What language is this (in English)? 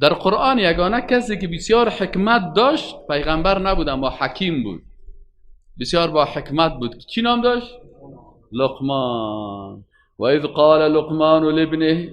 Persian